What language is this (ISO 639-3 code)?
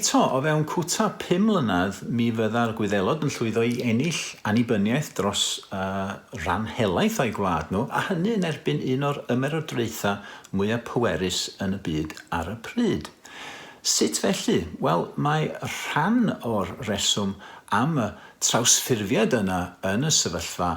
cym